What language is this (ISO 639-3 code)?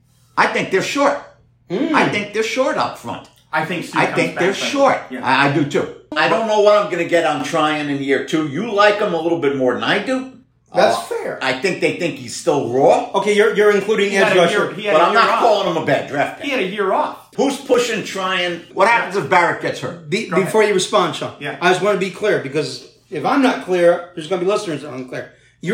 eng